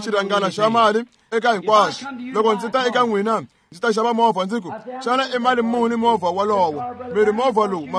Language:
Tsonga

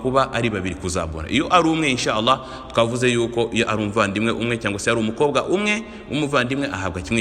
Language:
Kinyarwanda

